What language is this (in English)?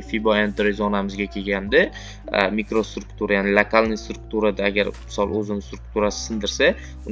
Uzbek